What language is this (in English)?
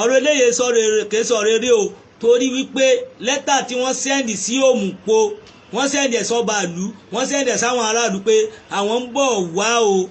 Yoruba